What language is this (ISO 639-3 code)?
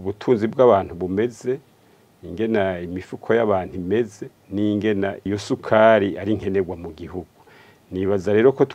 run